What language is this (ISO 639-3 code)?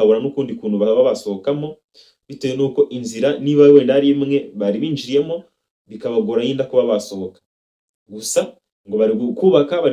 kin